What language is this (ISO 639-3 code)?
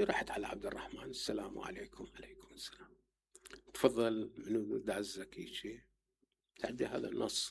acm